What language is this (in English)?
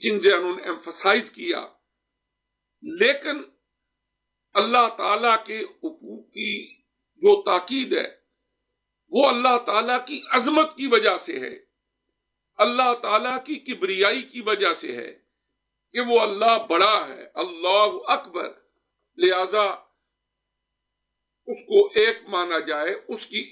Urdu